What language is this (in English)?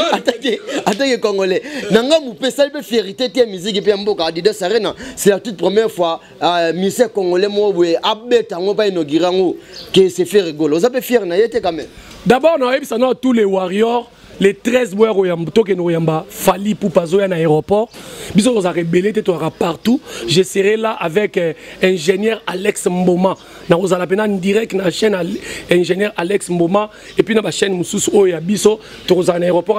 Lingala